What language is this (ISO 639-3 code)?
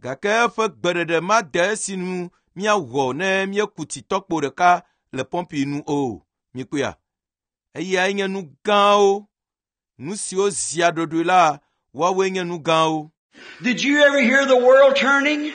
ewe